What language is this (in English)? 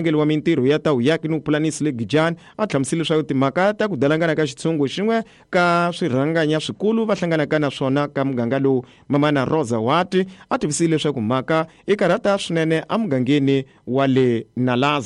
Tsonga